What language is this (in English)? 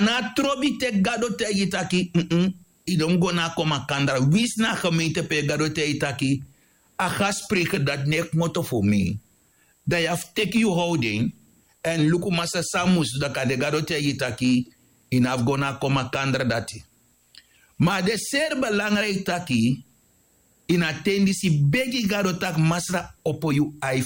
Sranan Tongo